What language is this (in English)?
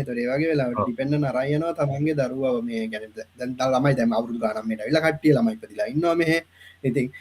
Sinhala